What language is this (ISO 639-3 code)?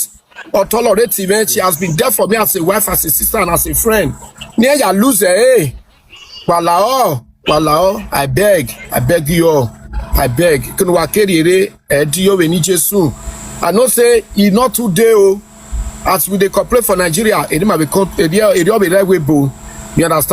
pcm